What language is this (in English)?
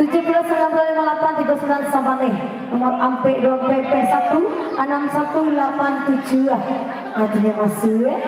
Minangkabau